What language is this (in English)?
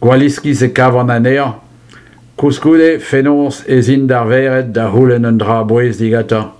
Breton